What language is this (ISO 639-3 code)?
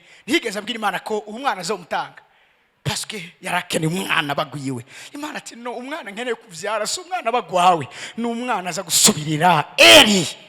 run